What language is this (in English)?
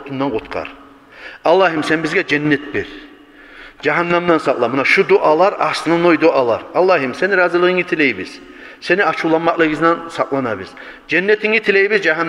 Kumyk